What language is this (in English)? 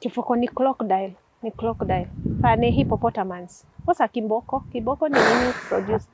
Kikuyu